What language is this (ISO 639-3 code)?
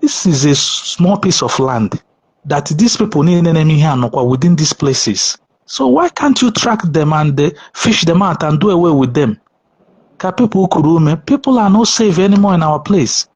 ibo